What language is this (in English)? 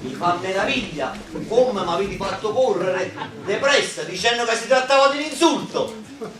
Neapolitan